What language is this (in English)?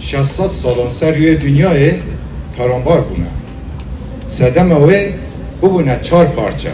Kurdish